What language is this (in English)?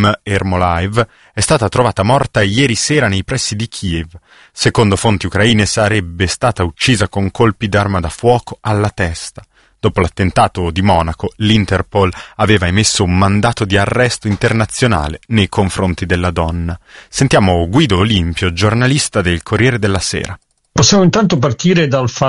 Italian